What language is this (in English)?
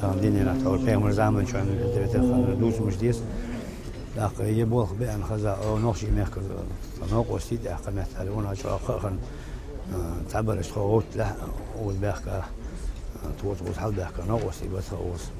Ingush